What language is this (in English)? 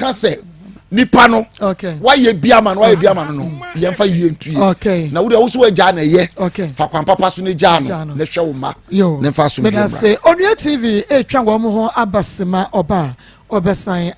Akan